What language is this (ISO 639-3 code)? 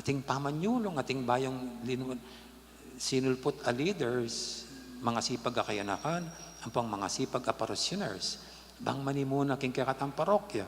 pam